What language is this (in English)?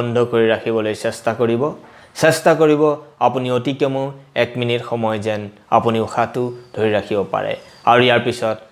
Assamese